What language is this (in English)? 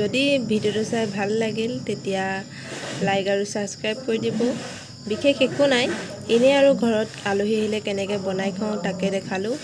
Assamese